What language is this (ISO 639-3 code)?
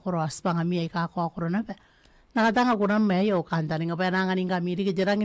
gil